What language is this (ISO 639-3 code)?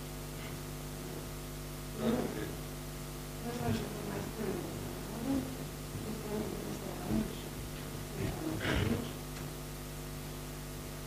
bos